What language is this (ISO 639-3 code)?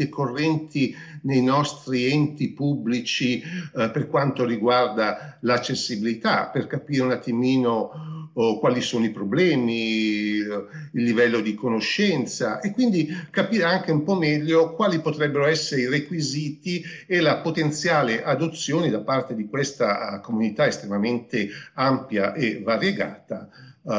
ita